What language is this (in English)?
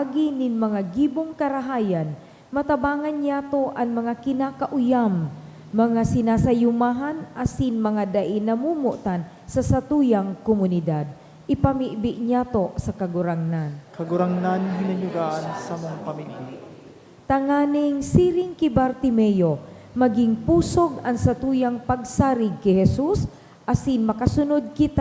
Bikol